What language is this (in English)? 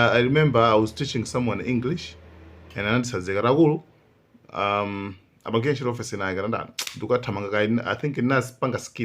Nyanja